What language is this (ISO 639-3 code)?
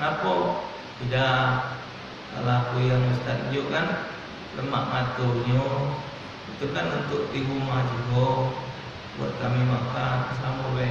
mui